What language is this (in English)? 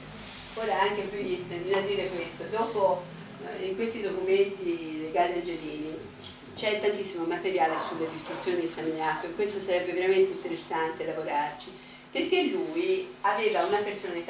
Italian